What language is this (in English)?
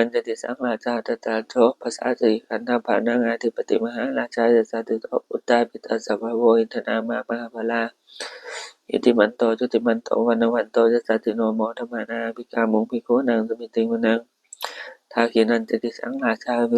Pali